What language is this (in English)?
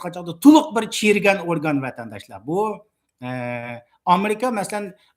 Uyghur